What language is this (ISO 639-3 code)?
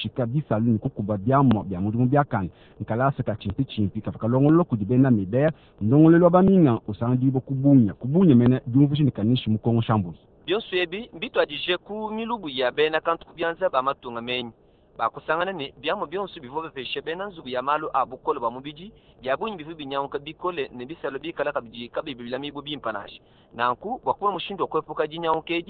lua